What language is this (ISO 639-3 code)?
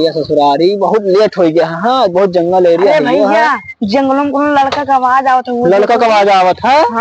awa